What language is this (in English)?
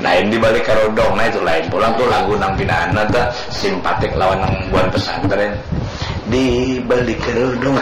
Banjar